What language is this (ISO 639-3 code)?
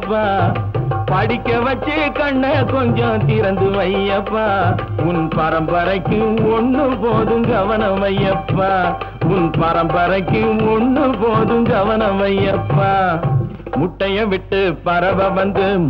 tam